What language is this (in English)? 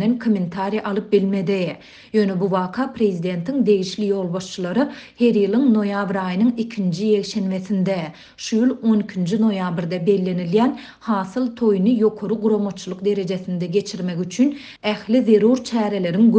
Turkmen